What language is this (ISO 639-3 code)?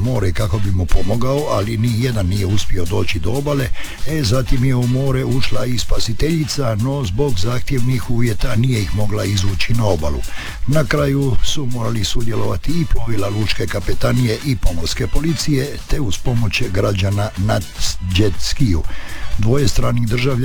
hrv